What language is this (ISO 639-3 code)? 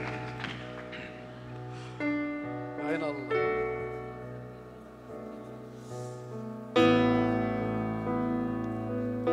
apc